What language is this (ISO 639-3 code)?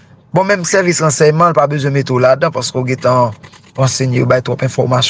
hat